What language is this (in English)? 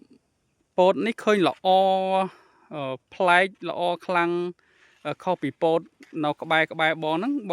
Khmer